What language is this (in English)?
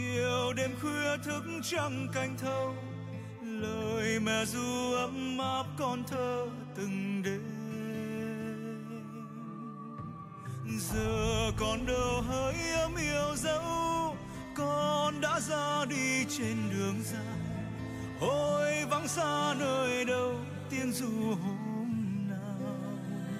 Vietnamese